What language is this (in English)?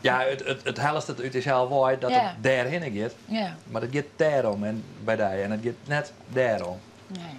Western Frisian